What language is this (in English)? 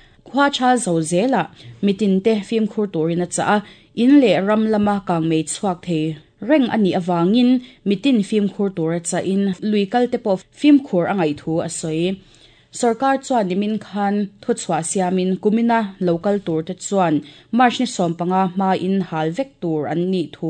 Mizo